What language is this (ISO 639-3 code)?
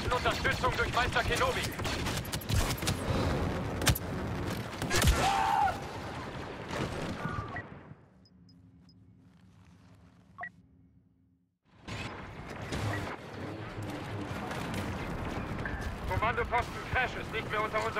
deu